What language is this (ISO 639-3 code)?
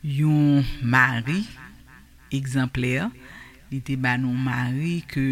hat